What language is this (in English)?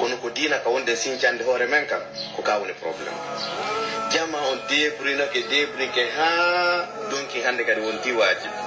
Pular